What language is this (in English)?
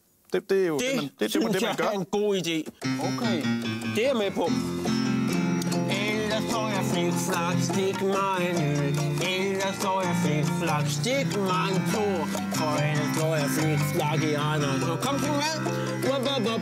Danish